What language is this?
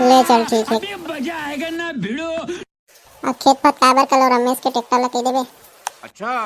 Chhattisgarhi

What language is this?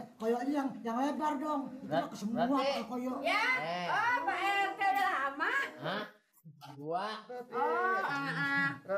Betawi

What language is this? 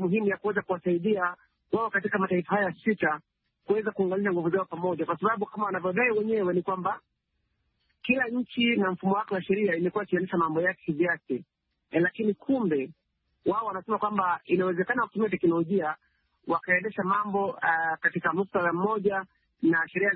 Swahili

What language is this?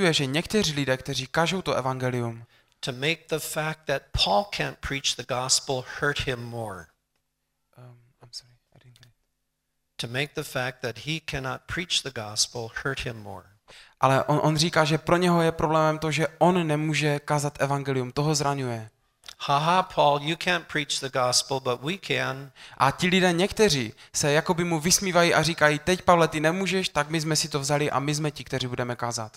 Czech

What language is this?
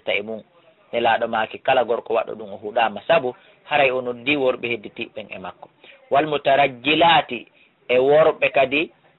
Fula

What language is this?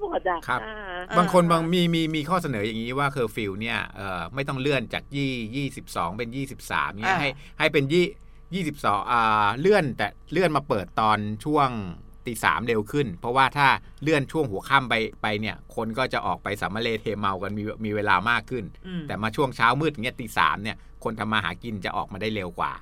Thai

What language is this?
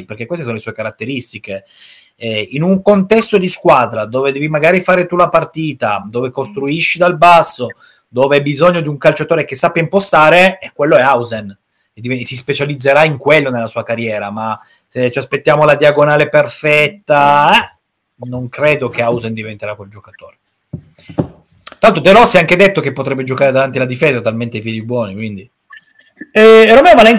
Italian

